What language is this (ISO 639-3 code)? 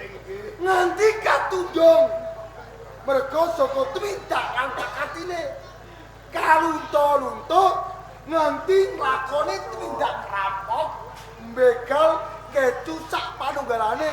jav